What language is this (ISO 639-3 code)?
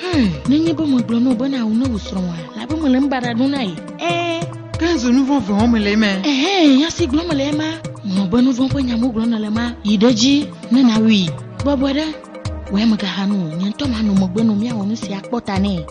ewe